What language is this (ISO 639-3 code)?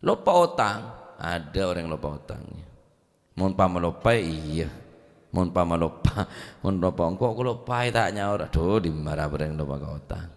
mad